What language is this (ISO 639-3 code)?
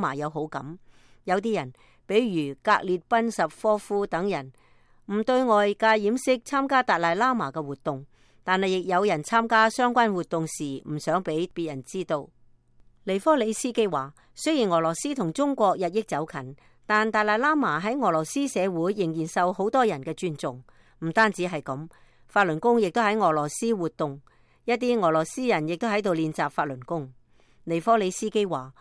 yue